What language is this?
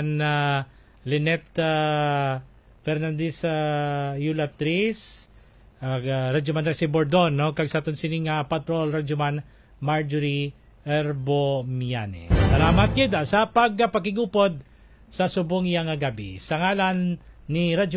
Hiligaynon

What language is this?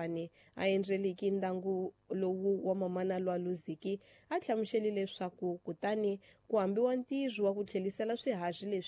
Tsonga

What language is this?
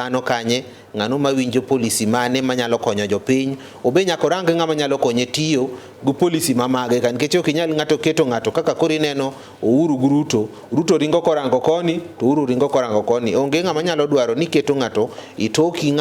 Luo (Kenya and Tanzania)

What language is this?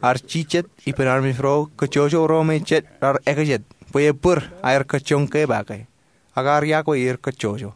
Marshallese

